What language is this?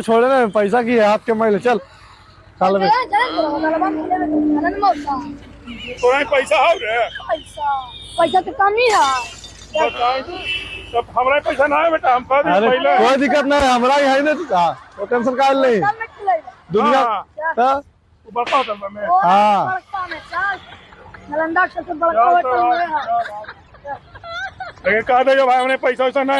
Magahi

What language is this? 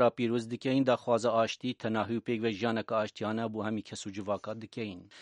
Kurdish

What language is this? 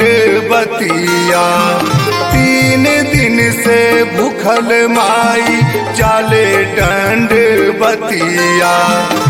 Bhojpuri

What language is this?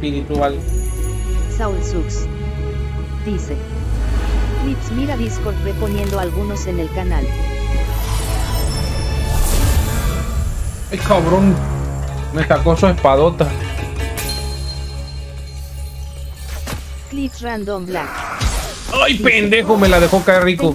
Spanish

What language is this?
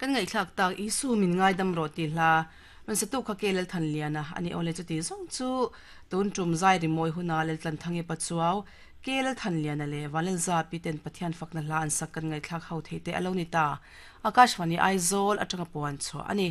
Mizo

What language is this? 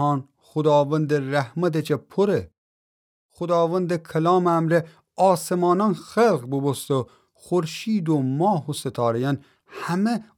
Gilaki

